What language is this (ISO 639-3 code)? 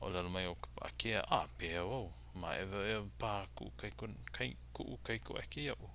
haw